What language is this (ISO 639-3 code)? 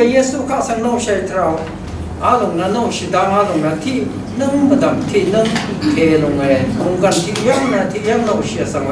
raw